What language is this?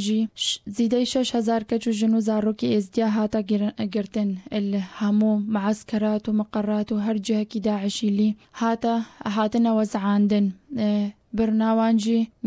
Kurdish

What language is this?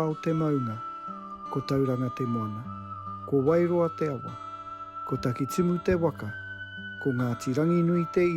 Māori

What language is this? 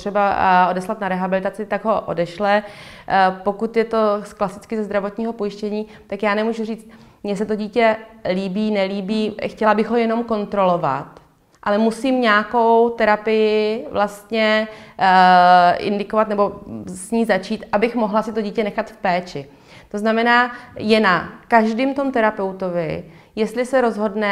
Czech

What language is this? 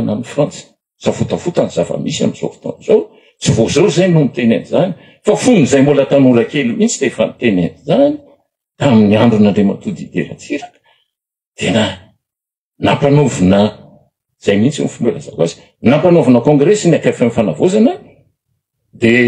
Malagasy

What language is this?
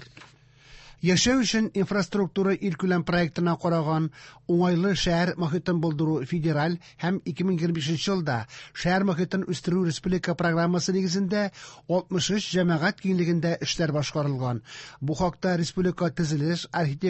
Tatar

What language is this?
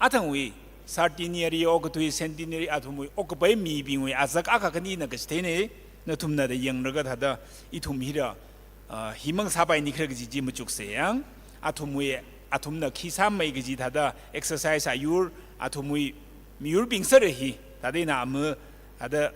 Tangkhul Naga (India)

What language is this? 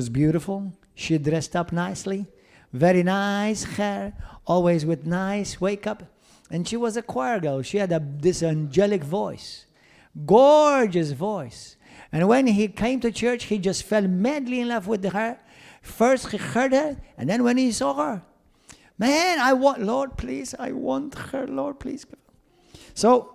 English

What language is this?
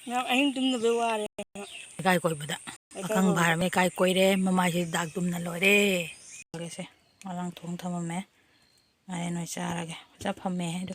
Manipuri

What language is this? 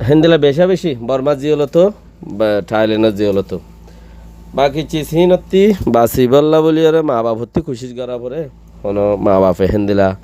Rohingya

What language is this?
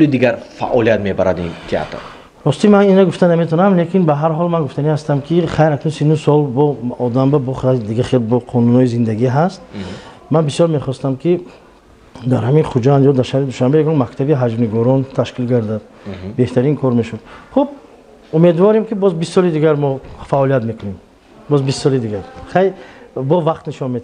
Tajik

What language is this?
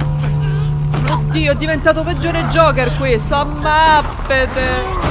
Italian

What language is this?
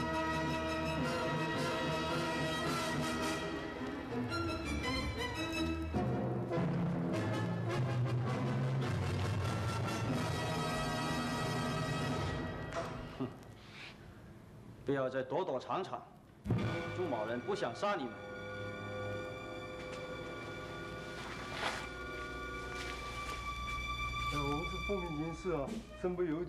Chinese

